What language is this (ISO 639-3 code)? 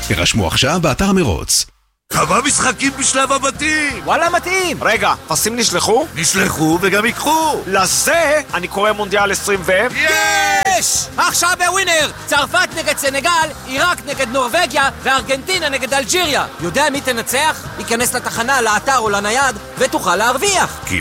heb